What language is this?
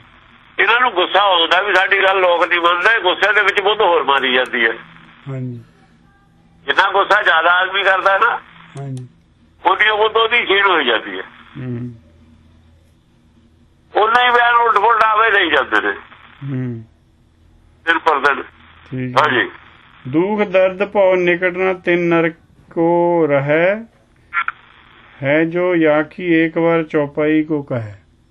Punjabi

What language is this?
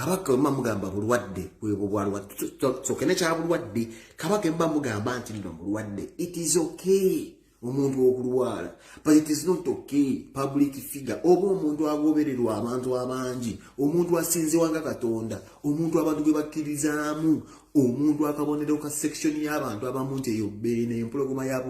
Ganda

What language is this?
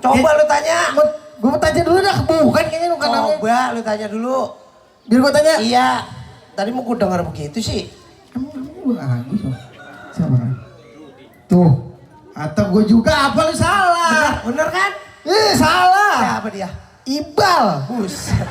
Betawi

